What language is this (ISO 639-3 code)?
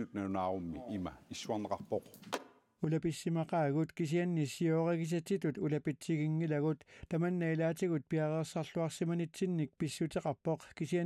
kal